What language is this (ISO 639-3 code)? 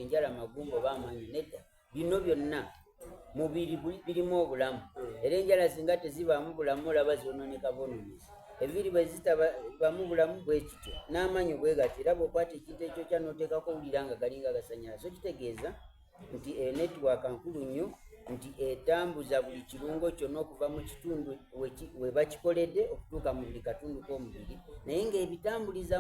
xog